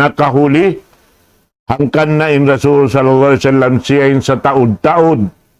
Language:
Tausug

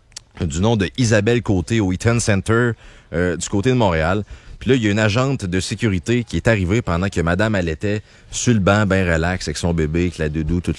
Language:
French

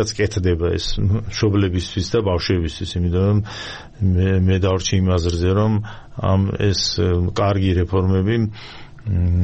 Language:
Georgian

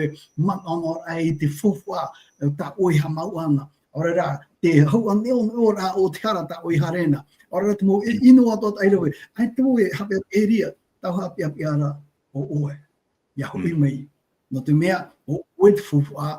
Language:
Tahitian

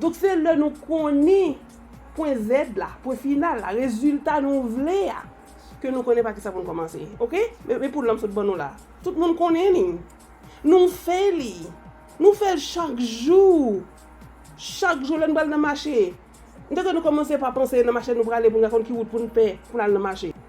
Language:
Haitian Creole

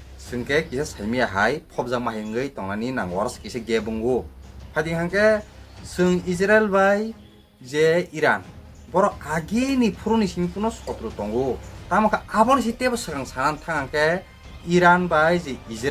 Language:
Kok Borok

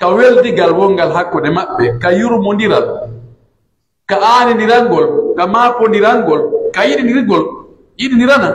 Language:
Pular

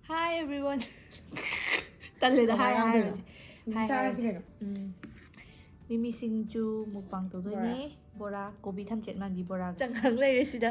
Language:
Manipuri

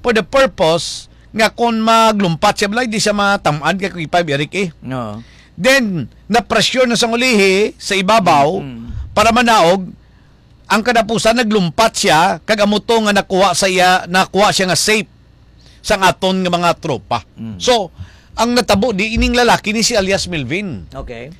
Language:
Hiligaynon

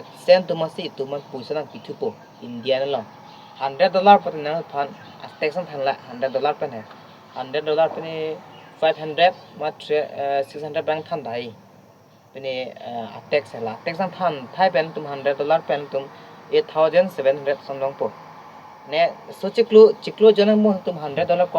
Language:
Karbi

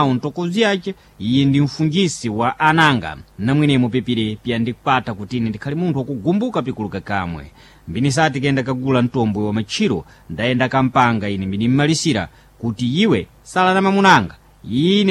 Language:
Sena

